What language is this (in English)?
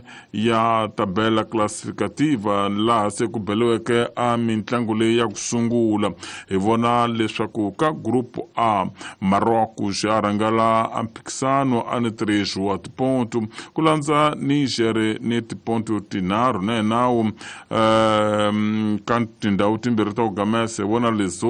Tsonga